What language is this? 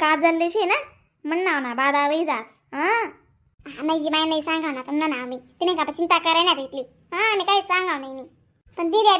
Khandesi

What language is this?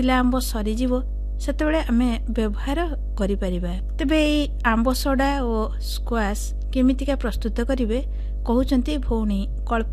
Odia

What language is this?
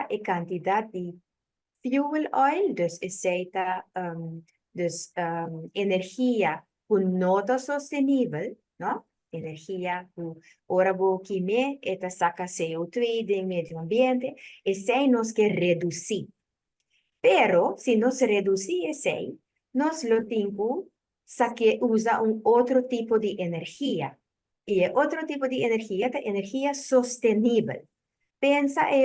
Papiamento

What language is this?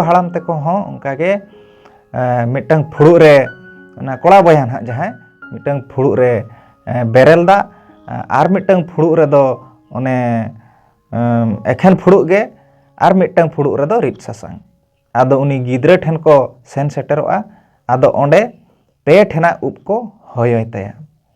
Santali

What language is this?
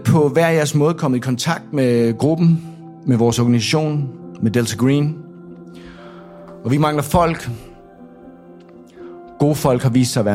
Danish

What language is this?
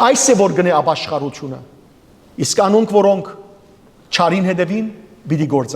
Western Armenian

